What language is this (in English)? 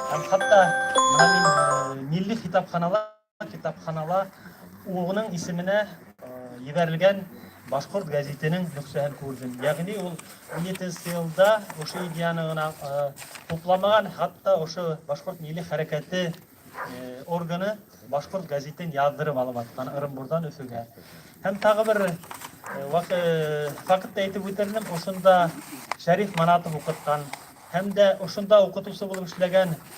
Bashkir